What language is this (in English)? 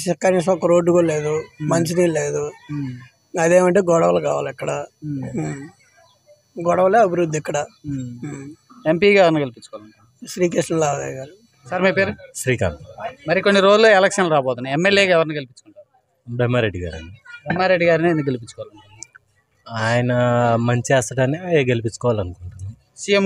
Telugu